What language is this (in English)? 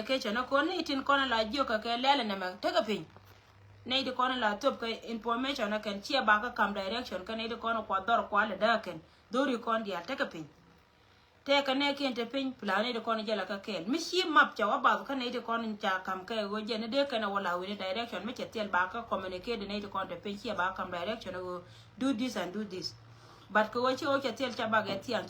Nuer